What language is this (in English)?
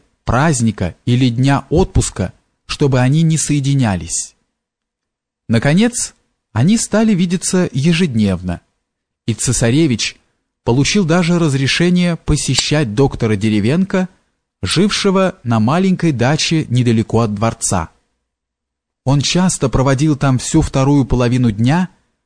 Russian